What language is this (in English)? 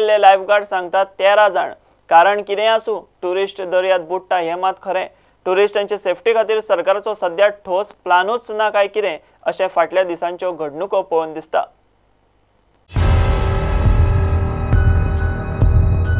Konkani